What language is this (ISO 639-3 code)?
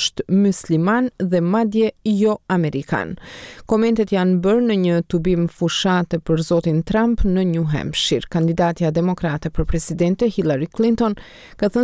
sqi